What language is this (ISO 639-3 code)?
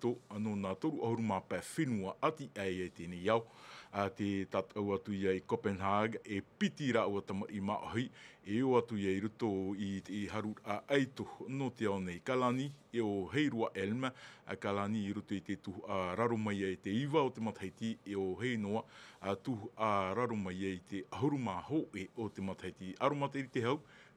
tah